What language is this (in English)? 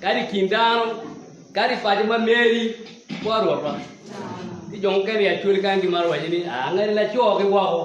Acoli